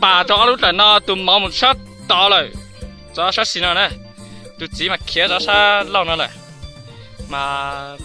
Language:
Hmong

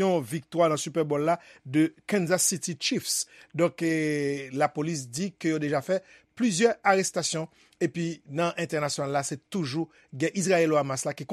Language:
Haitian Creole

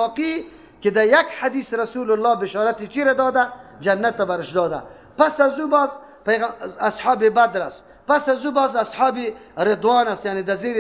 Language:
Persian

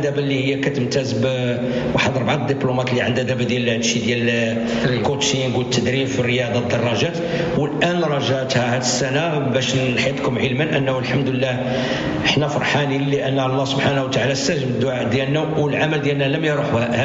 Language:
Moroccan Arabic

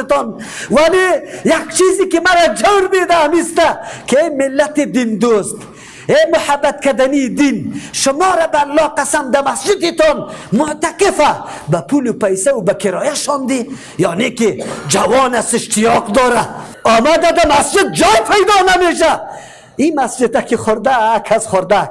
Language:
Persian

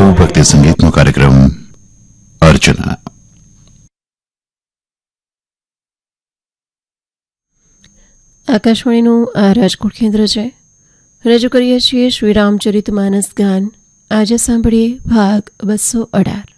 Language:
Gujarati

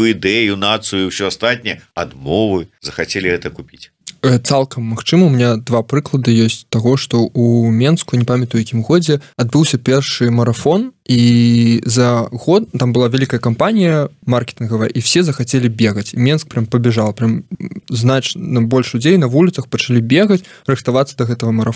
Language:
Belarusian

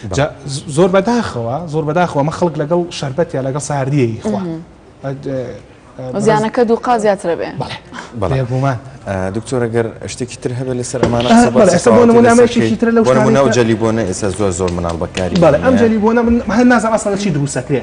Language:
Central Kurdish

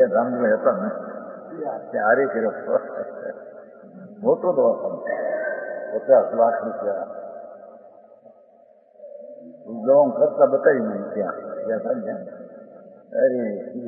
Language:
Gujarati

